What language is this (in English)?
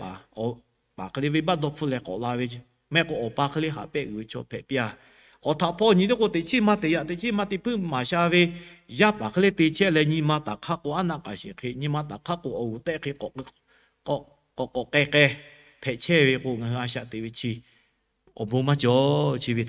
Lahu